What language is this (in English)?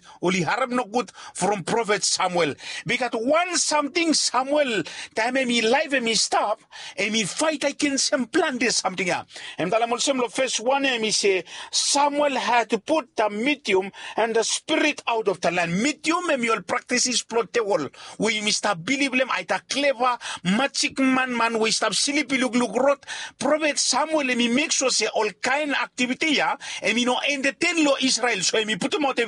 Bislama